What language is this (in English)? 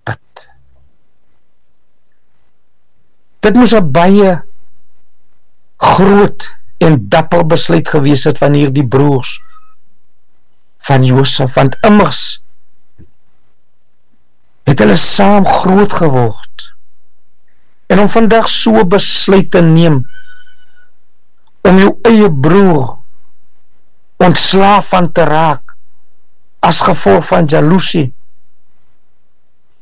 Afrikaans